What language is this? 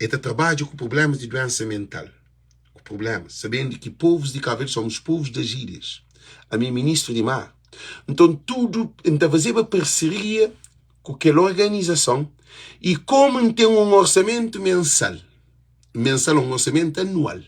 Kabuverdianu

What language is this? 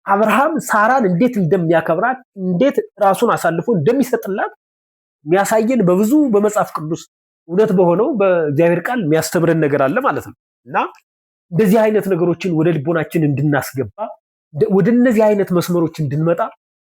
Amharic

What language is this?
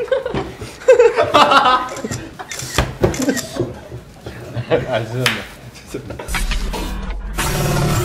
Korean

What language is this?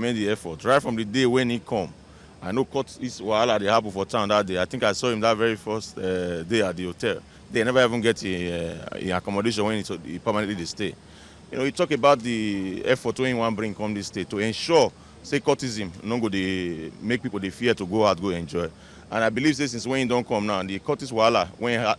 Nigerian Pidgin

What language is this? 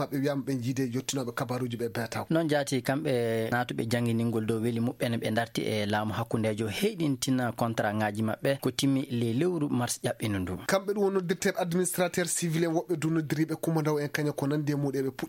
Fula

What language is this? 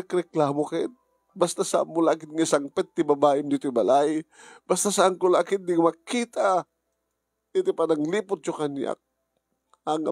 Iloko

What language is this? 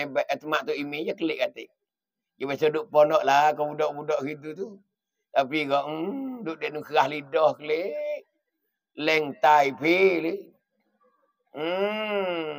Pattani Malay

